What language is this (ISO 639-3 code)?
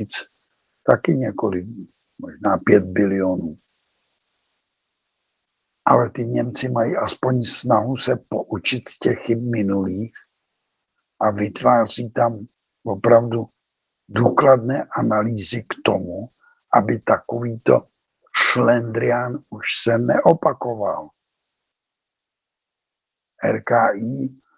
ces